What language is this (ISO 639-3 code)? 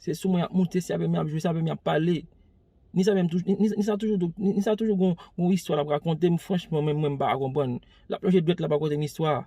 hat